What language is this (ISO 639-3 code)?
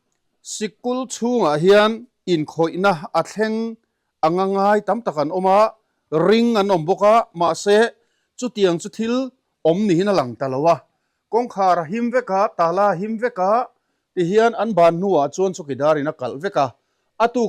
lus